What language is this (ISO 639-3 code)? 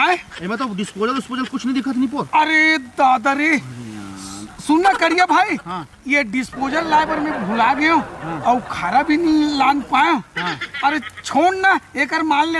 hne